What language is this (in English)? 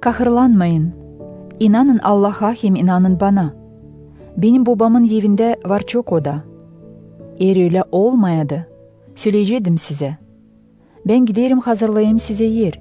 Gagauz